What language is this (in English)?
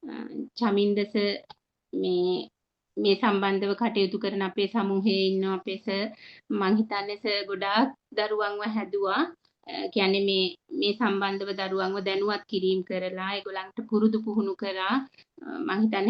Sinhala